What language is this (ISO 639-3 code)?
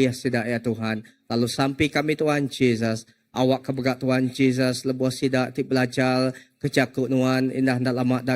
iba